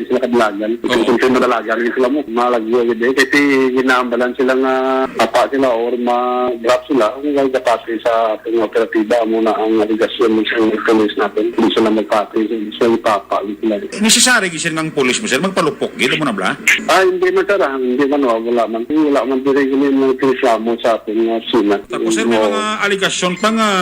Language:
Hiligaynon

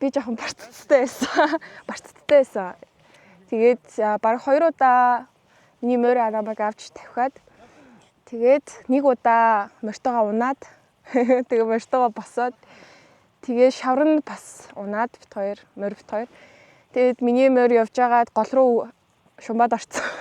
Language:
Mongolian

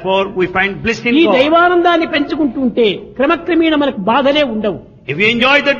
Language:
Telugu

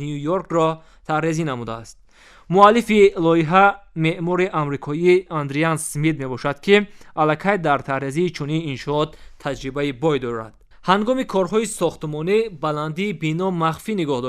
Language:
Tajik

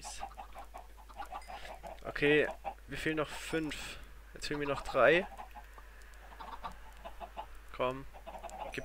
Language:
German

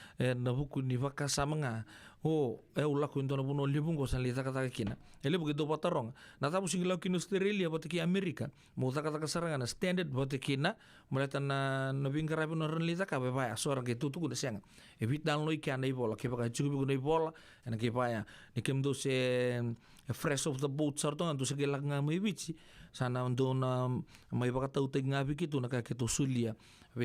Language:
Fijian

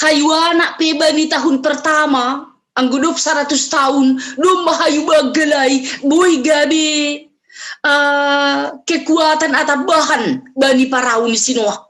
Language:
Batak Simalungun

